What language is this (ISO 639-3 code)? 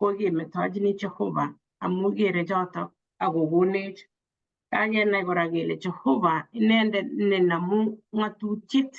kln